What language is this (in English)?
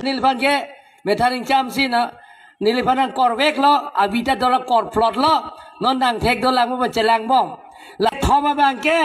Karbi